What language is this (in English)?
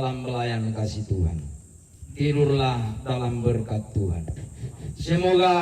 Toraja-Sa'dan